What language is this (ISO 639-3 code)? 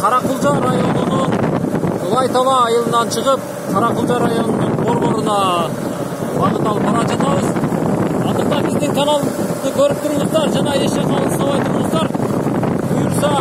kir